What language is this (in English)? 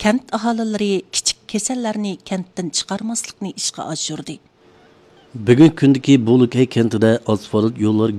Uyghur